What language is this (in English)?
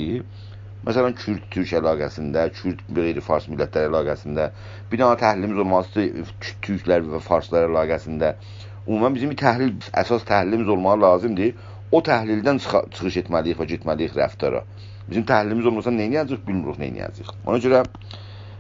South Azerbaijani